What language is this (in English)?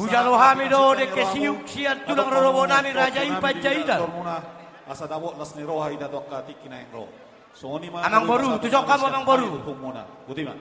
Batak Toba